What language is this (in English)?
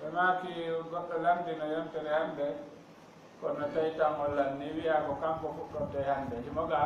Fula